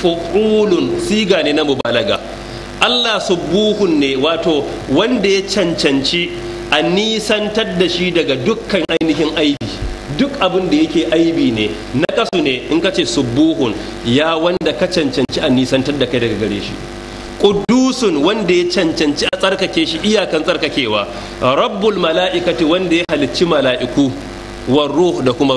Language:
Hausa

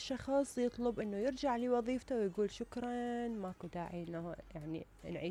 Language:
Mesopotamian Arabic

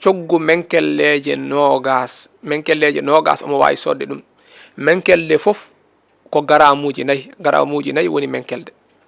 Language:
Fula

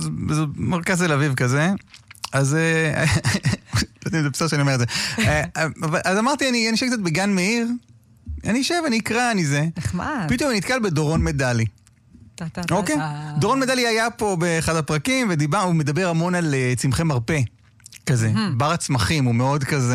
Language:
Hebrew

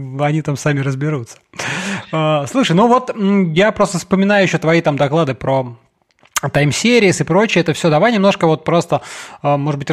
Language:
Russian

